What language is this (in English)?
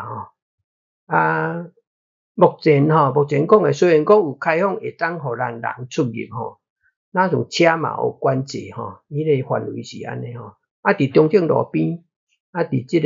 Min Nan Chinese